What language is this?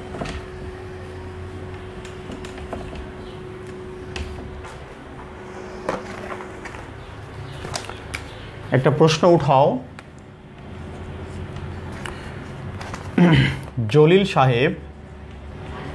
Bangla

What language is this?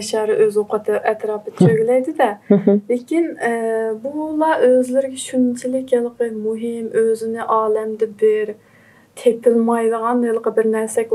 Uyghur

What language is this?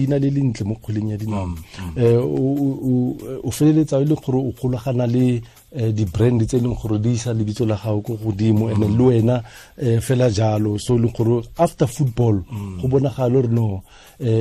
Tswana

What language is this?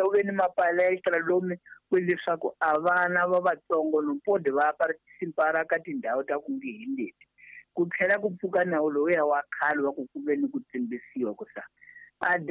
Tsonga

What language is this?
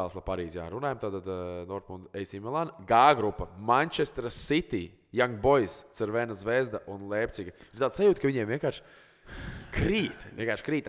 Latvian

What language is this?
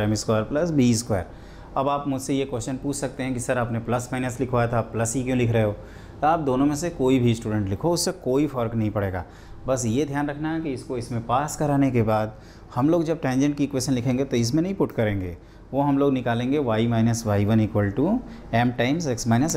Hindi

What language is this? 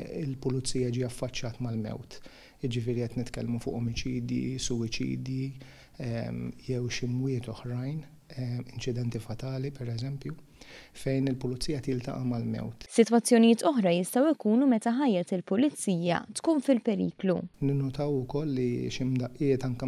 Maltese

